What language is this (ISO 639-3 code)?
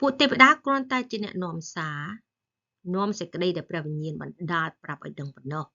khm